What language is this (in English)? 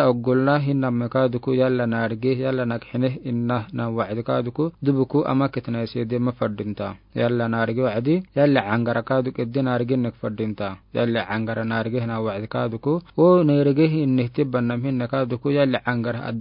Afar